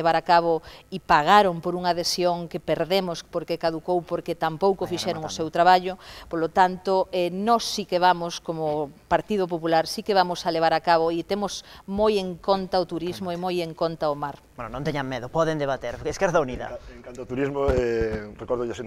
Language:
Galician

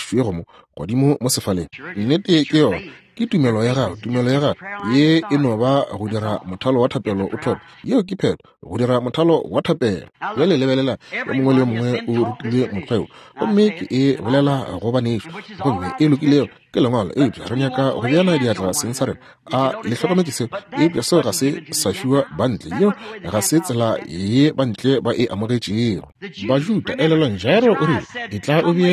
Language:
Northern Sotho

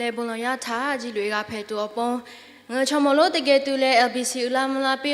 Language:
Lahu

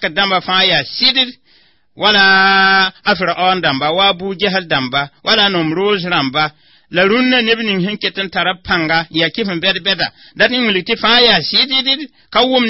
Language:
Mossi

